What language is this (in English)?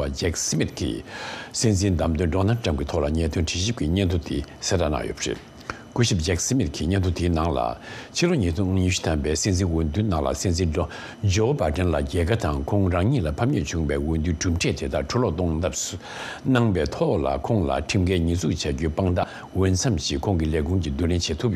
Tibetan